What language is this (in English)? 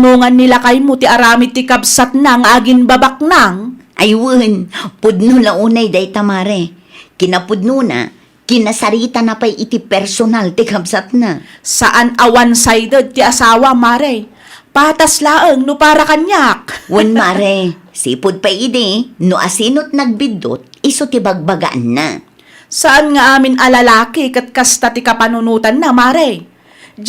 Iloko